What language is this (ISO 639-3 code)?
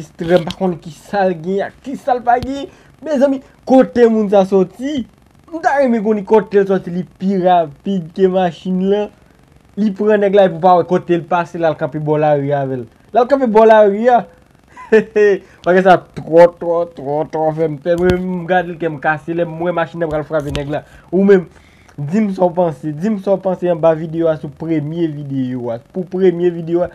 hat